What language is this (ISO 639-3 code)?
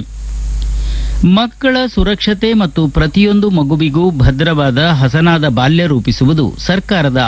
kan